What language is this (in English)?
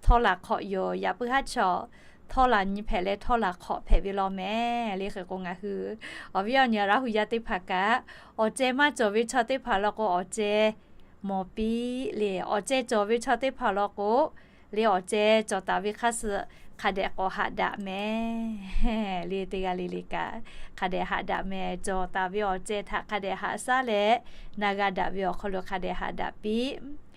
Lahu